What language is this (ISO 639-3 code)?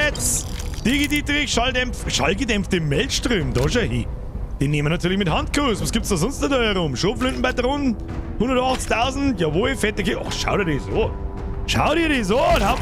bar